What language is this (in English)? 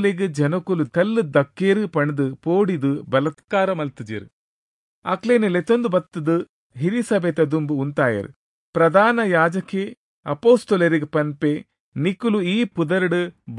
Tulu